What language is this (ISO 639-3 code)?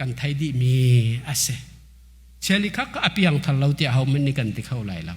cnh